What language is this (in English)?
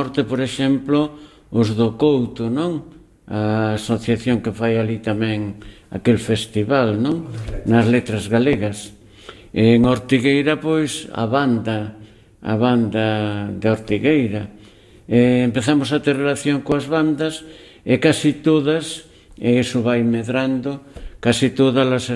Galician